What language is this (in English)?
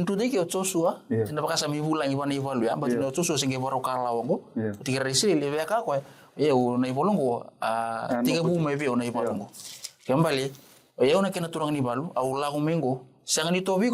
Fijian